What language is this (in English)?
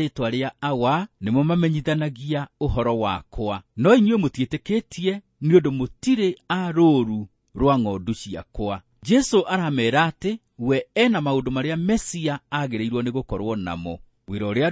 Kikuyu